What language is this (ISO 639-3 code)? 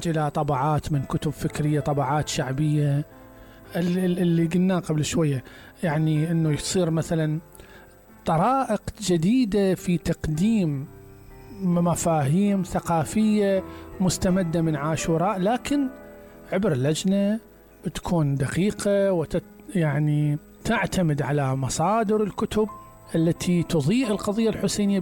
acm